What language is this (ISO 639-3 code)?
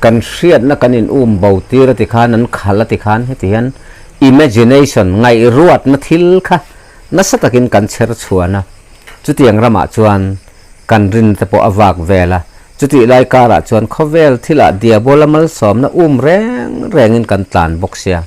lus